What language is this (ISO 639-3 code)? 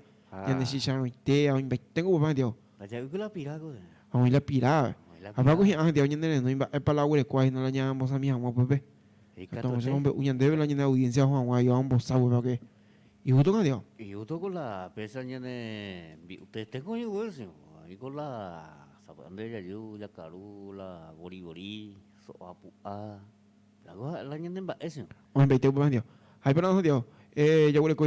grn